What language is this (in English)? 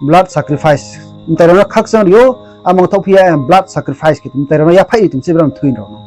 Riang (India)